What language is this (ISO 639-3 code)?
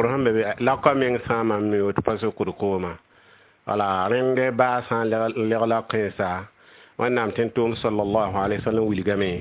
mos